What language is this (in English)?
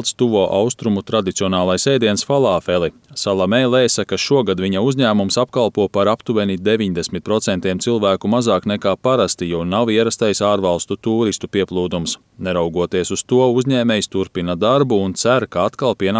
Latvian